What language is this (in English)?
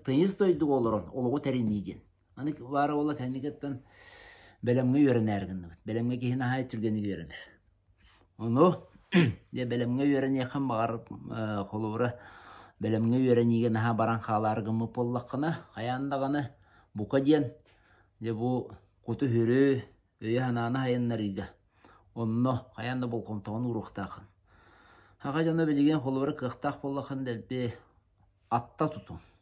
Yakut